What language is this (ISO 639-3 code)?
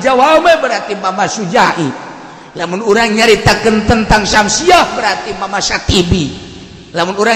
sun